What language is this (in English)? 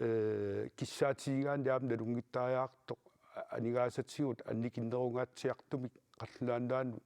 Kalaallisut